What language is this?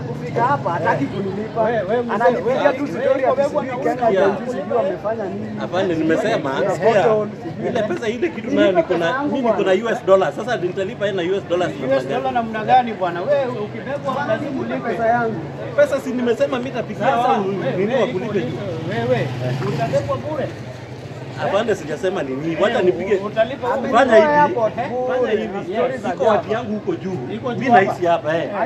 Swahili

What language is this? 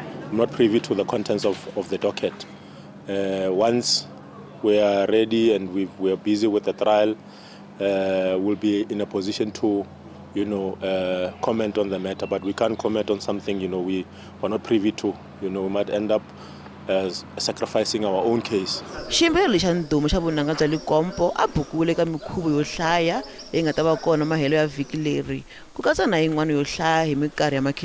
Tsonga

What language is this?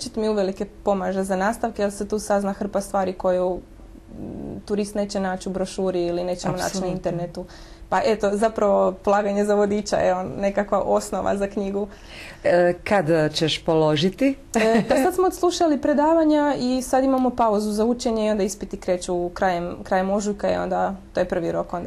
Croatian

